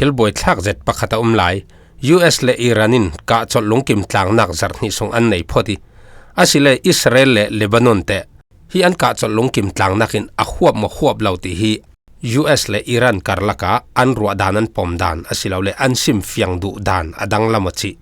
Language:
Falam Chin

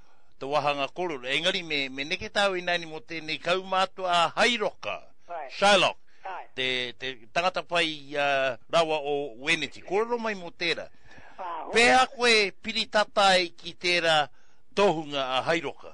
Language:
Māori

